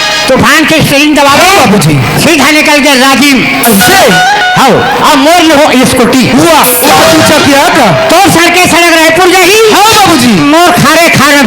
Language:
Chhattisgarhi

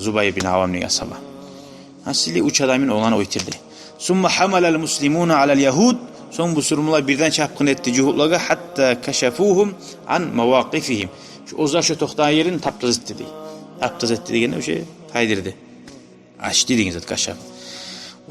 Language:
Kumyk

